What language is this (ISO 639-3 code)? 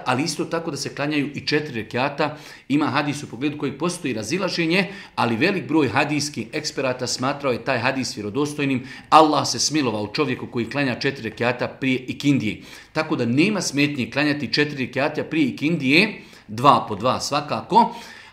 bos